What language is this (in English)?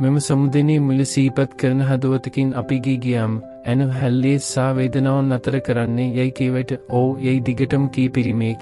Sinhala